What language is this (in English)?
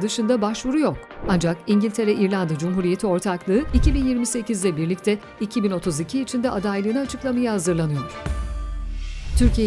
Turkish